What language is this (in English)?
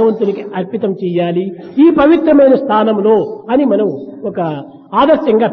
Telugu